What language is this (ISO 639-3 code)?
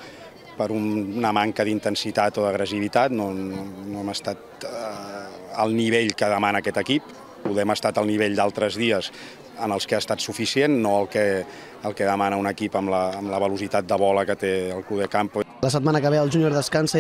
cat